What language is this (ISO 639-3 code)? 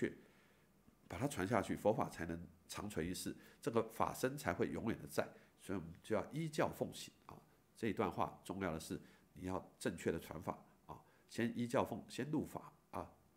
zho